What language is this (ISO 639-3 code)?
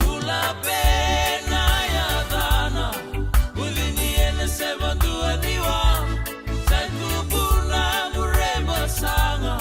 fij